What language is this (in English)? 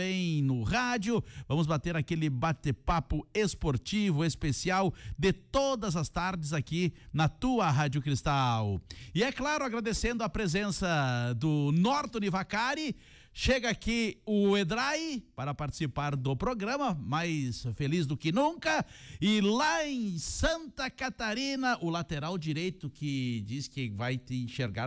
Portuguese